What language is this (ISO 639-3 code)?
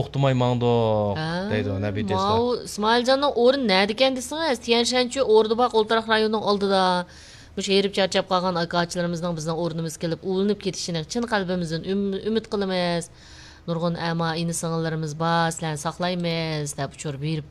uig